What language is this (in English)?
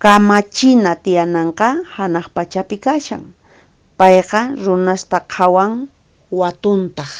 Quechua